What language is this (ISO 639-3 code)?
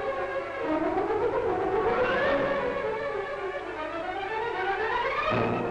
ces